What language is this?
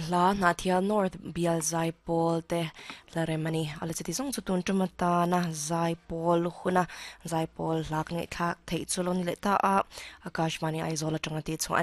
Mizo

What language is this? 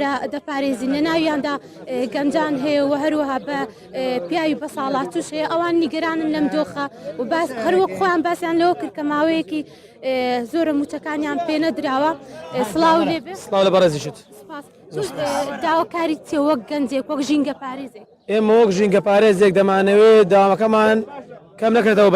Central Kurdish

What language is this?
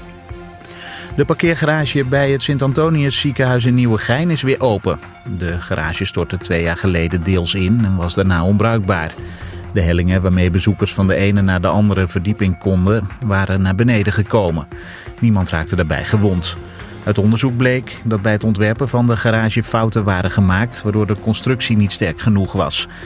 Dutch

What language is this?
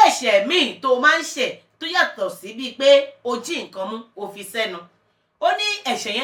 Yoruba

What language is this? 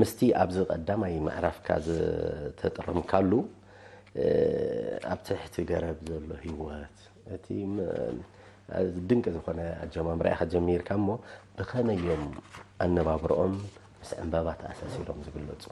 Tigrinya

